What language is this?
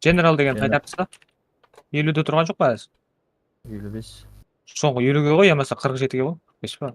Kara-Kalpak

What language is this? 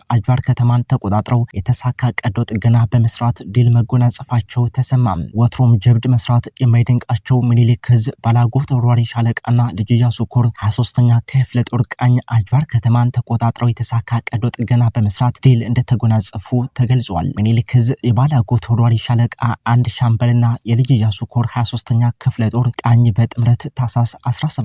Amharic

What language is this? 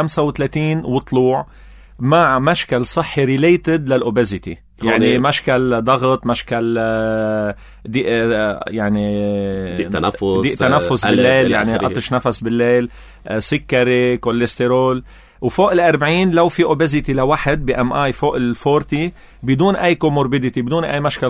North Levantine Arabic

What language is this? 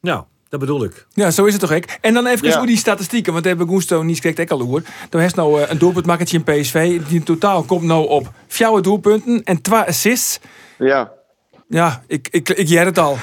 Western Frisian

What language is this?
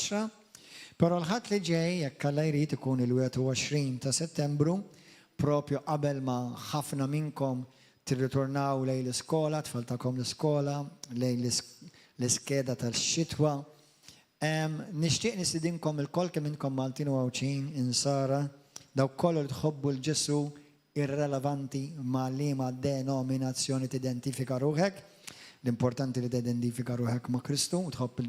Maltese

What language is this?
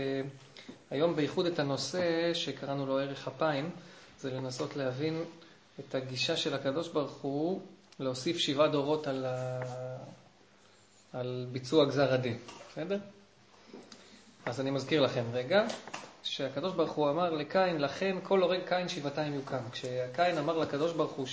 Hebrew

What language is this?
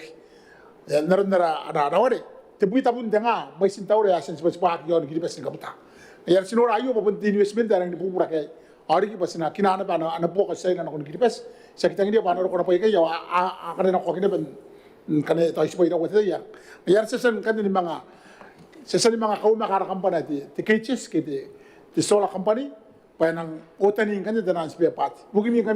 Gilbertese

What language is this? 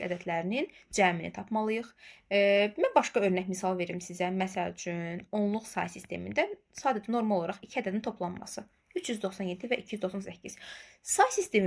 Azerbaijani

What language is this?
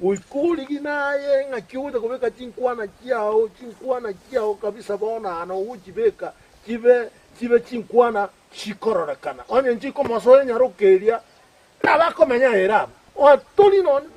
Gusii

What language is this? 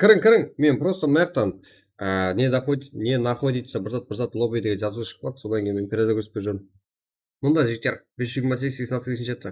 Kara-Kalpak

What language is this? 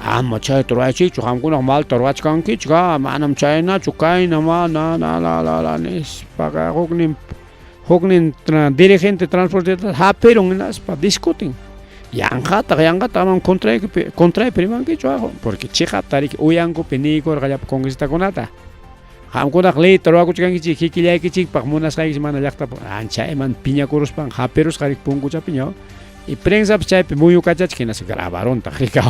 Ayacucho Quechua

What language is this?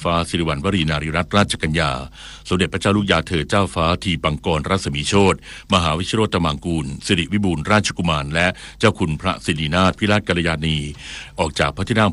Thai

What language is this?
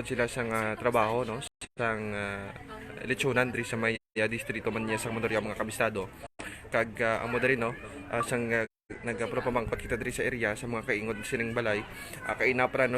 Hiligaynon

